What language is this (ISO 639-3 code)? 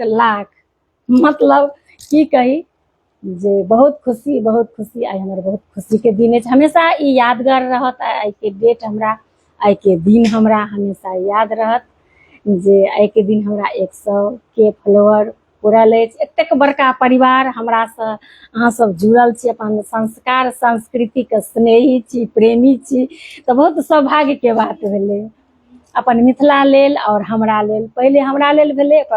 mai